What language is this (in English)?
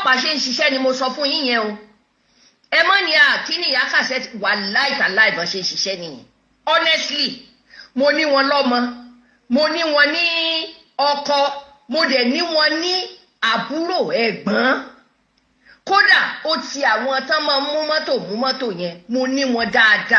Yoruba